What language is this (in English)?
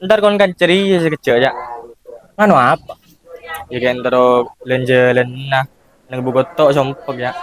Madurese